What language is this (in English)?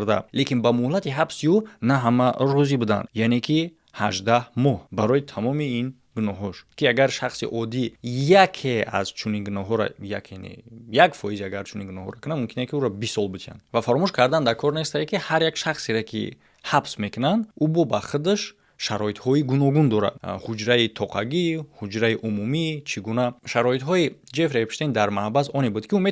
Tajik